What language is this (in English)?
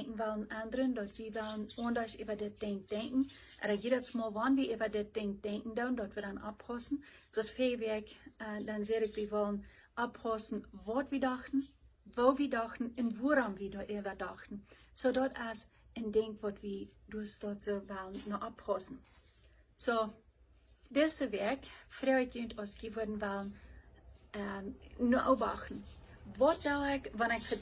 Plautdietsch